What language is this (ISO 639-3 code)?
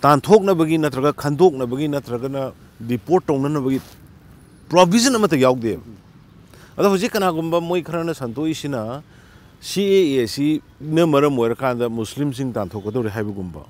mni